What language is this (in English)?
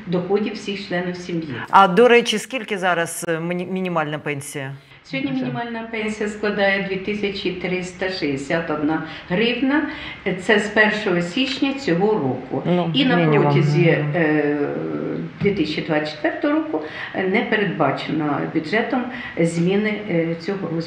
Ukrainian